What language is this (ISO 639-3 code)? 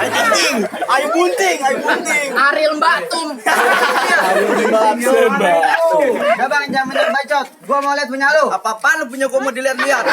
bew